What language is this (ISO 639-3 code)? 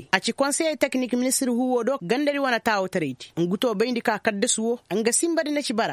ses